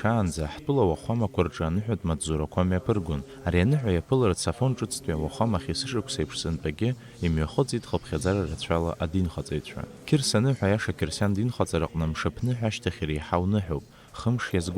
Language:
Abkhazian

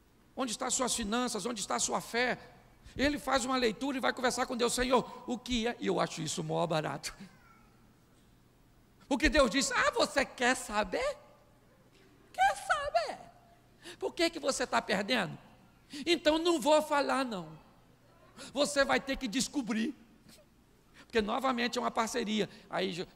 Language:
Portuguese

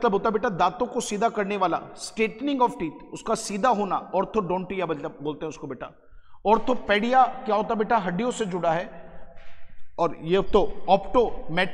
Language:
Hindi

